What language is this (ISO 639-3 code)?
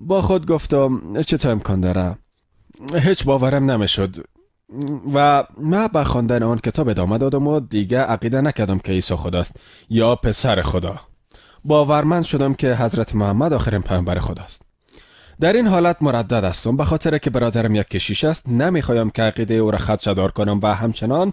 fas